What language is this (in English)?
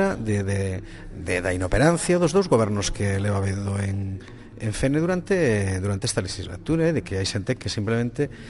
Galician